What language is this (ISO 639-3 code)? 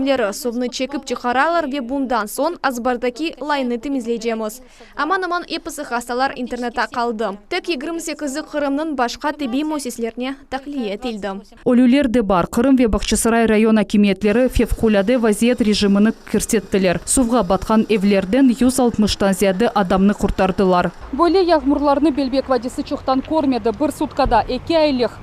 crh